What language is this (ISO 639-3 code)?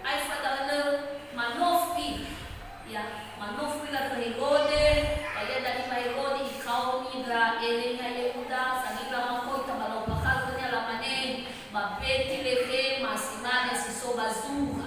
nia